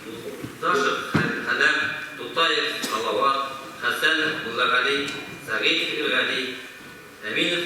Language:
Bashkir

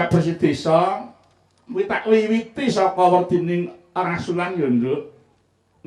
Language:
Javanese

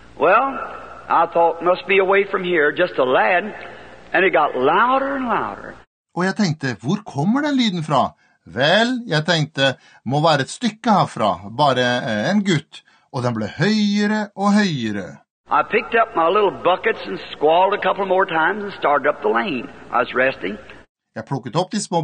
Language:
Norwegian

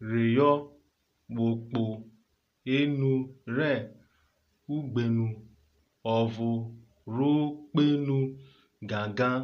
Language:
Urhobo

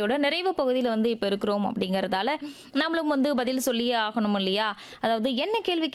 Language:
Tamil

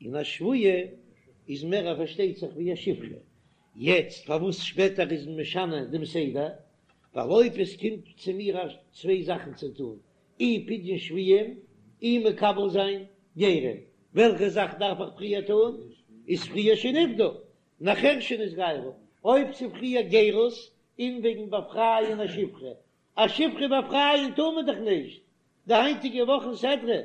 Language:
Yiddish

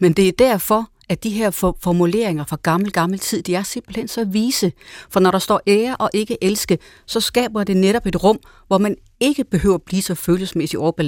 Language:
Danish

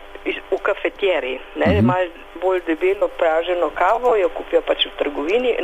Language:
Slovenian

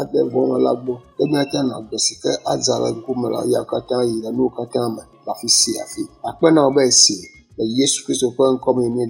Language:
Ewe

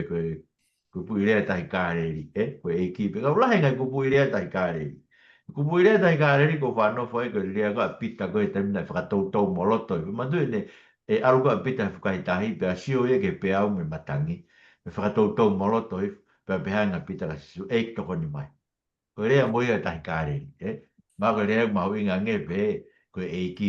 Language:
Tongan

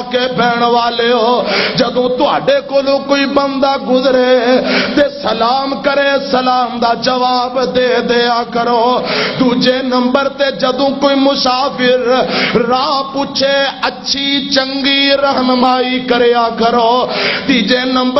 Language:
Western Panjabi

